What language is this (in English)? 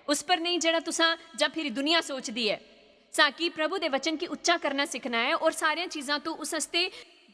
Dogri